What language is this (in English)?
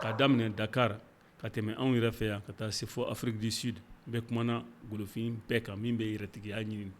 Bambara